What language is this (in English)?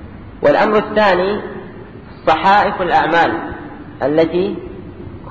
Arabic